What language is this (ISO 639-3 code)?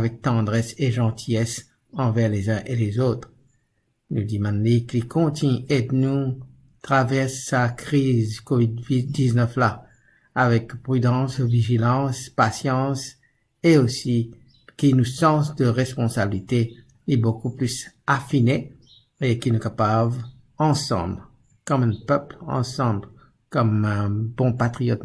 mfe